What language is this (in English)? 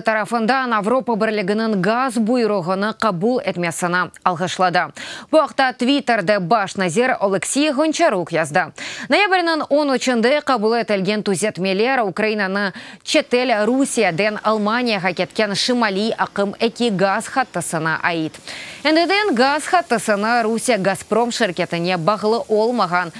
Crimean Tatar